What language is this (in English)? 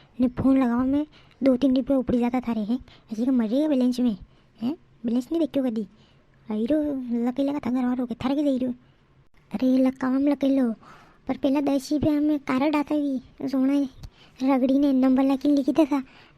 Rajasthani